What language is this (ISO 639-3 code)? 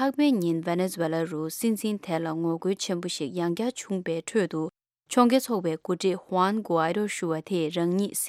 bod